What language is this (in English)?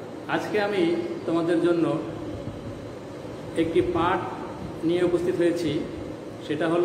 Bangla